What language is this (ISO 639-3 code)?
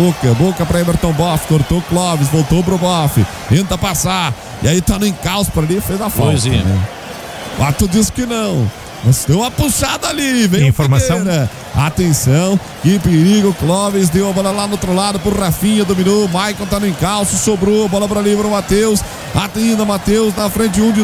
por